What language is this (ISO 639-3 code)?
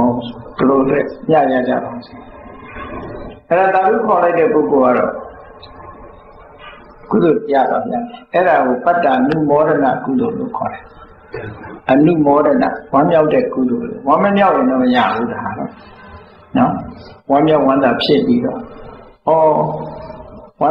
mya